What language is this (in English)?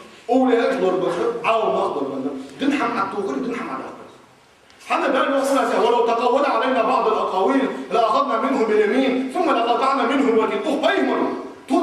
Ingush